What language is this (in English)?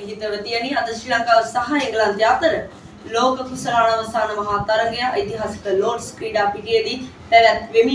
Sinhala